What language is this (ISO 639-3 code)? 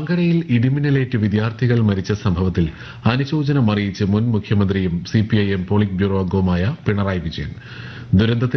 mal